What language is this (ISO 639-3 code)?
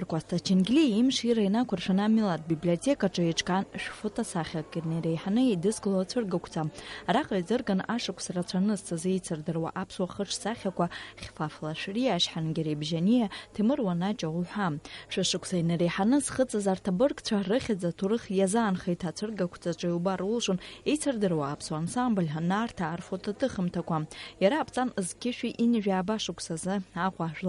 abk